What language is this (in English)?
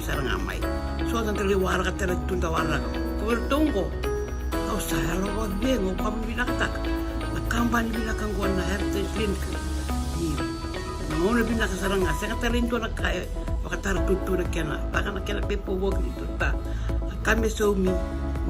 Fijian